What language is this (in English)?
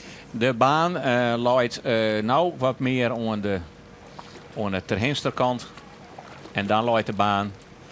Western Frisian